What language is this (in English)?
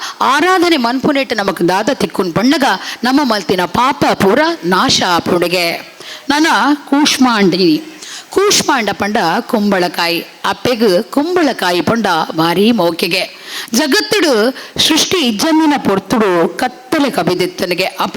Tulu